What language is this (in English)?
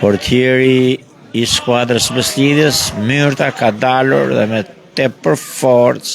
Albanian